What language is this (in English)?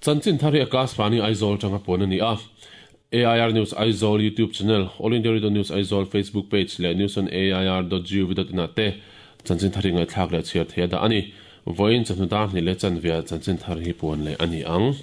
Mizo